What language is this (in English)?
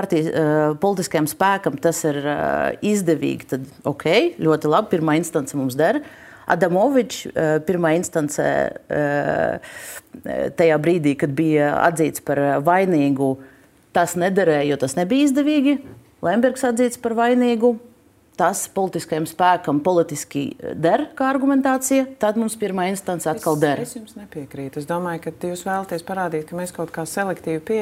Latvian